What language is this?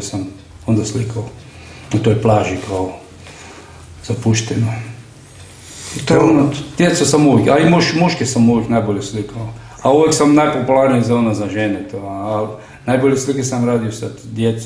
Croatian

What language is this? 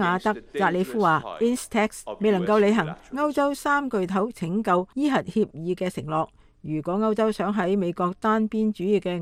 Cantonese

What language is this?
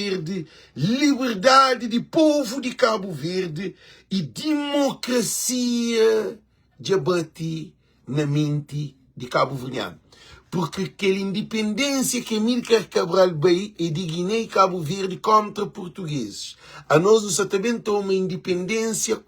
Kabuverdianu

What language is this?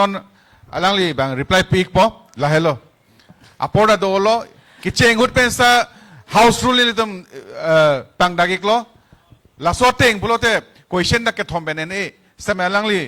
Karbi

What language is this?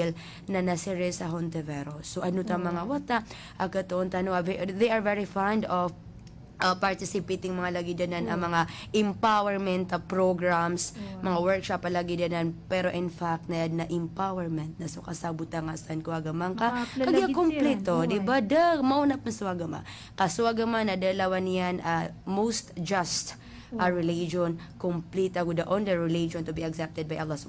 Maranao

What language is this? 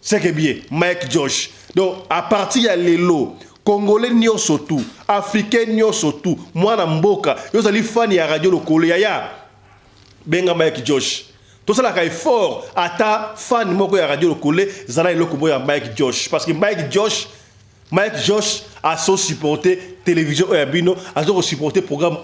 Lingala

